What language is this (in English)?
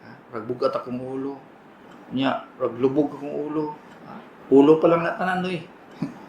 Cebuano